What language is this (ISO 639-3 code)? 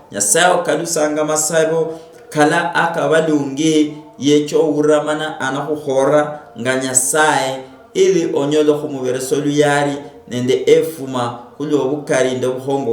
luy